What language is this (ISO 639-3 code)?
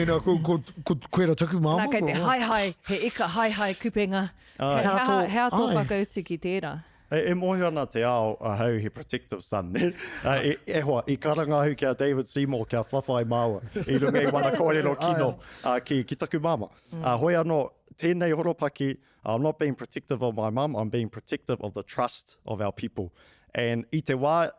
mri